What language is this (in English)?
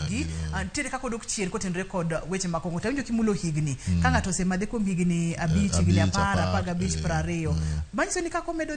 Luo (Kenya and Tanzania)